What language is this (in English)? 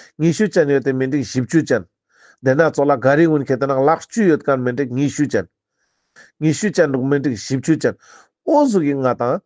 Ladakhi